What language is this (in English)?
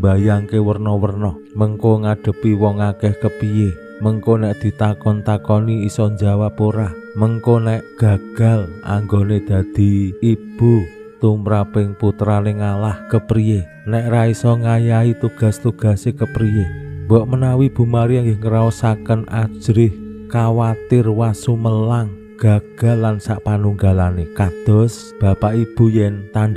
Javanese